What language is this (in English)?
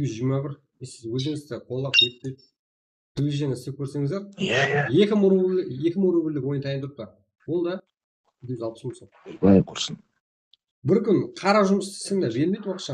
Kara-Kalpak